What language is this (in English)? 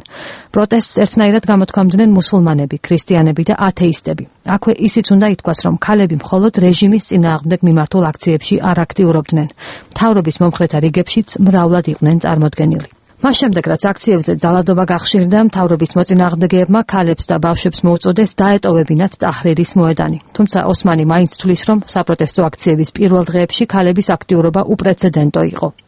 Georgian